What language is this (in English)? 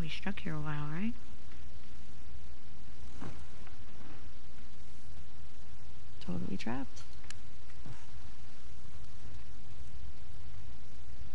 English